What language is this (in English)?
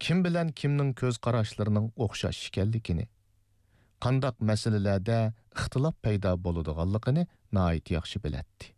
Uyghur